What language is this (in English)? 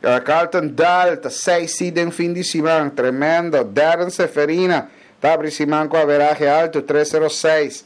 Papiamento